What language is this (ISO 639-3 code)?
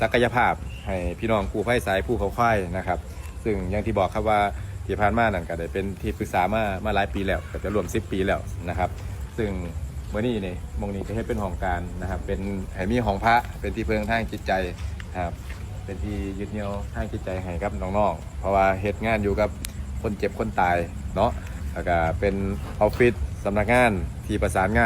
tts